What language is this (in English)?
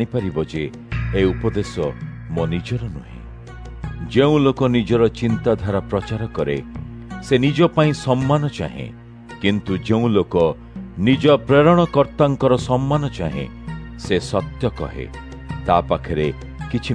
Odia